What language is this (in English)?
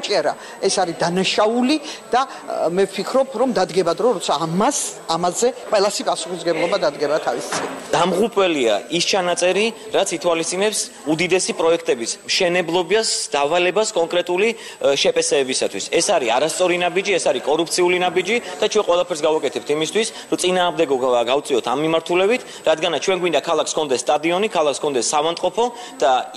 Georgian